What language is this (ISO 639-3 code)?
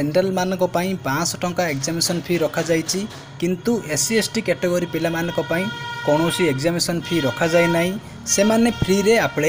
ori